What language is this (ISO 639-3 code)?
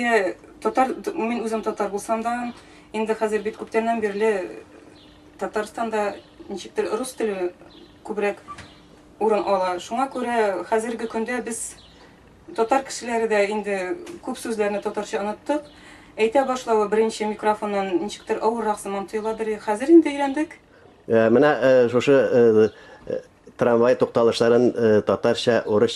tat